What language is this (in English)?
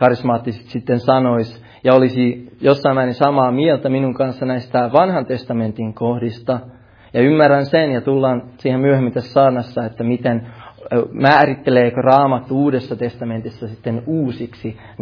Finnish